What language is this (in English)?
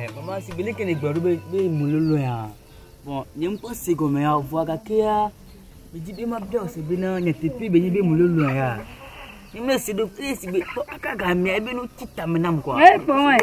Ewe